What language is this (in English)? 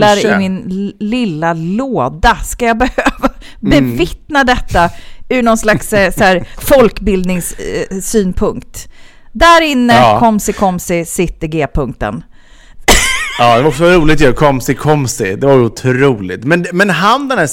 Swedish